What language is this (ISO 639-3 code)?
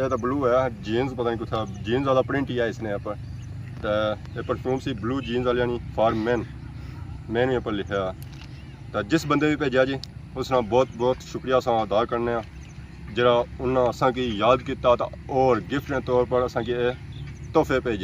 phr